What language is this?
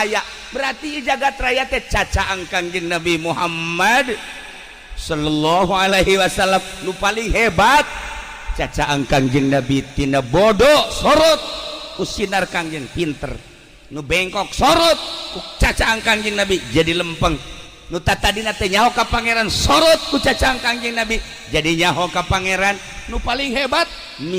Sundanese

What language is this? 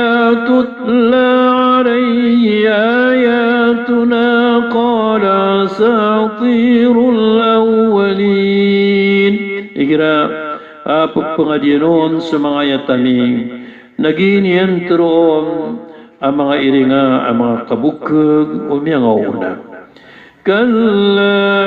Maranao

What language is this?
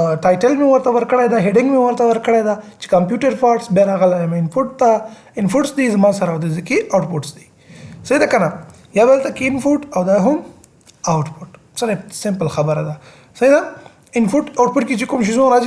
Pashto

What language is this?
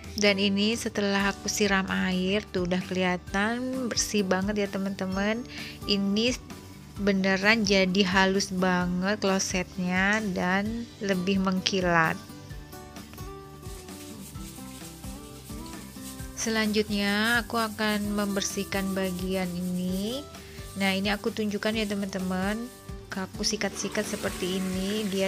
Indonesian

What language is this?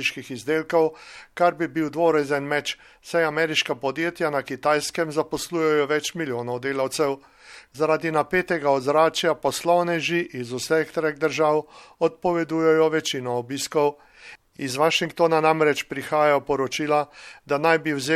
Slovenian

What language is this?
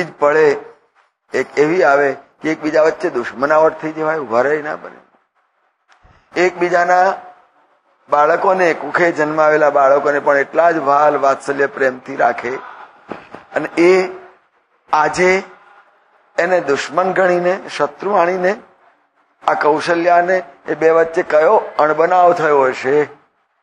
Gujarati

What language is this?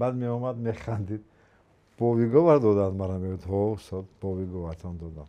Tajik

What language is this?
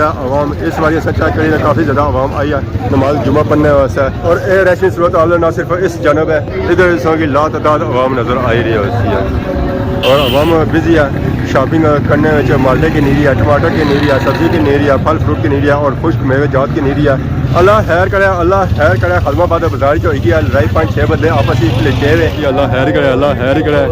Pahari-Potwari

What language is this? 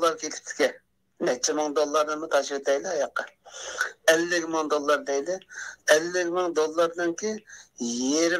Uyghur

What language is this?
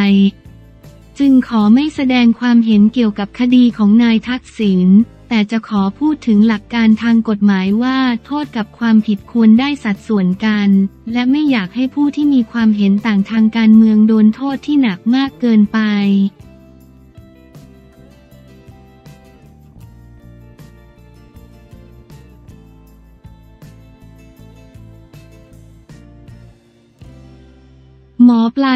Thai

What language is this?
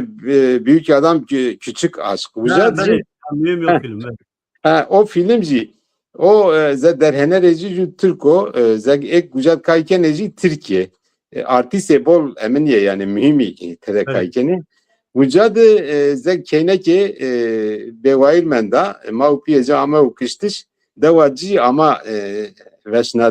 Zaza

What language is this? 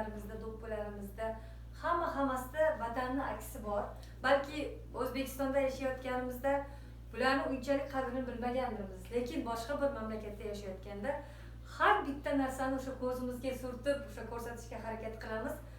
Uzbek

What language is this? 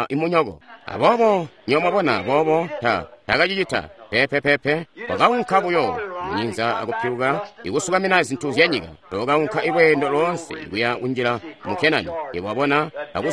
Tonga (Zambia)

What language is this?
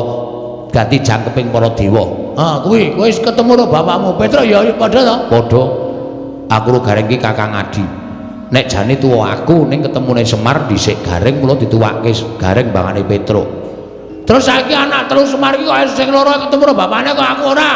Javanese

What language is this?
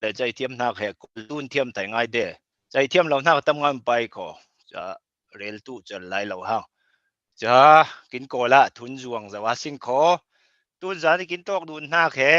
Falam Chin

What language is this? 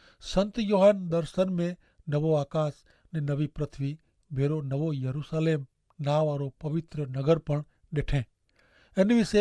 Kachhi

